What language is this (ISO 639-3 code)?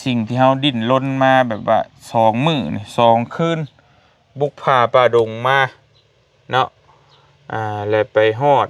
lao